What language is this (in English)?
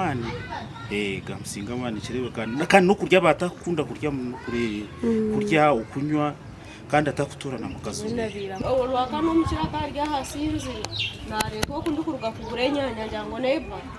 Nyankole